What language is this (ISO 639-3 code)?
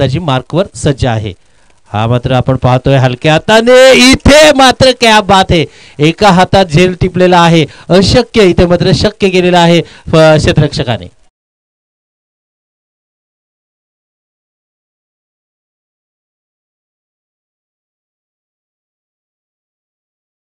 mar